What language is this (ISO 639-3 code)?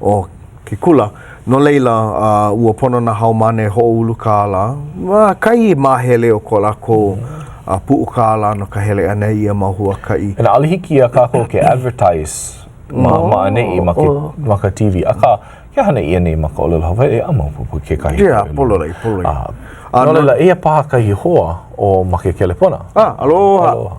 haw